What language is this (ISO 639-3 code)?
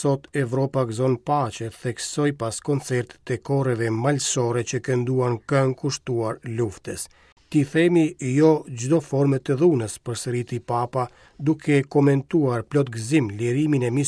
sqi